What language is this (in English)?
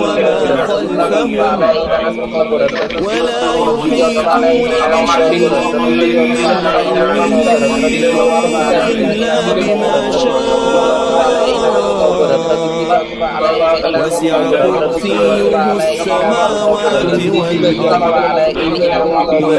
Arabic